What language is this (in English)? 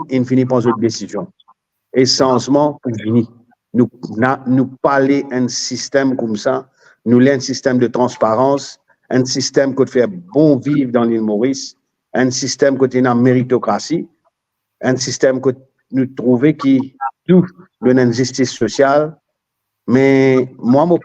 Morisyen